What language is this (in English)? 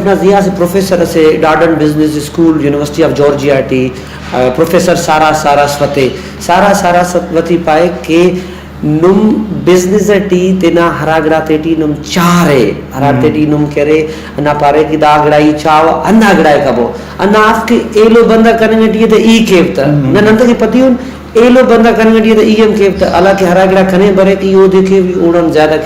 Brahui